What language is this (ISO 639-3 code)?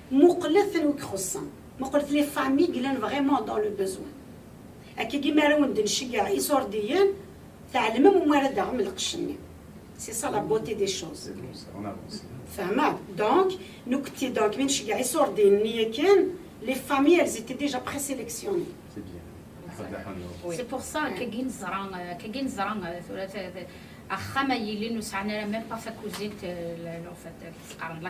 kab